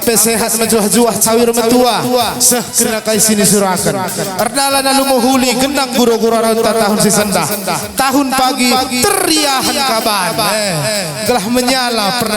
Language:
Batak Karo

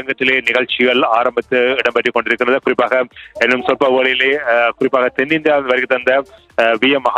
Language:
Tamil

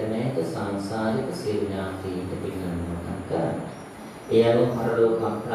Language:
Sinhala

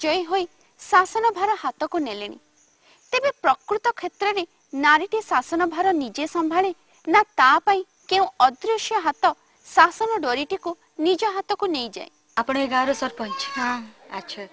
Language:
Odia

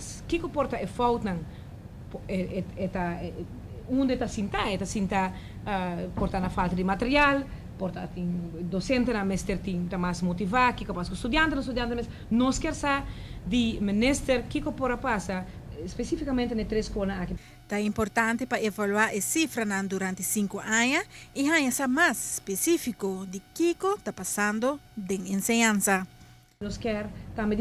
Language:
Papiamento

